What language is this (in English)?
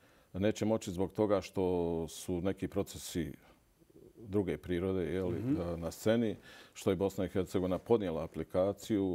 Bosnian